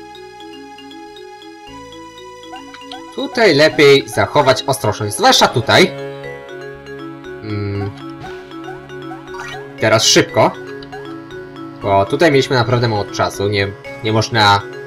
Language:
Polish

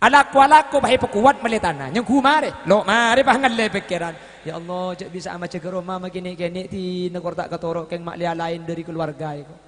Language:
Madurese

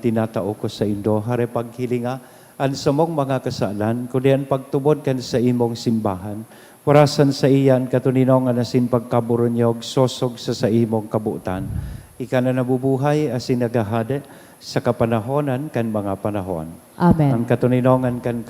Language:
Bikol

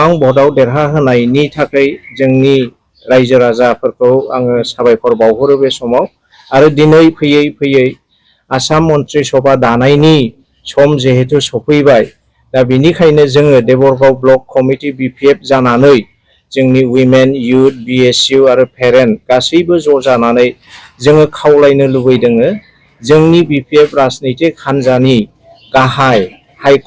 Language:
Bodo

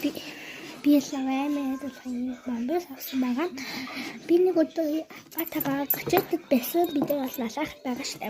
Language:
Mongolian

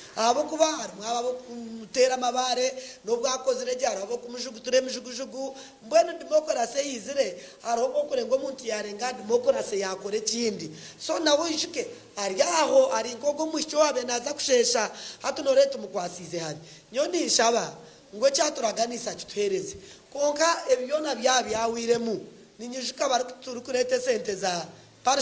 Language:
Nyankole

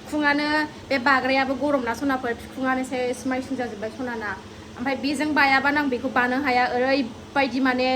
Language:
Bodo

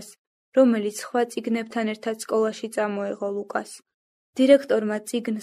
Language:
Georgian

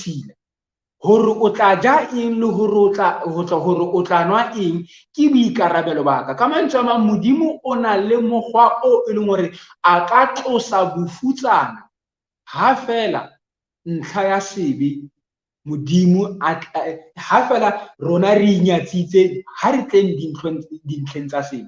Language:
Southern Sotho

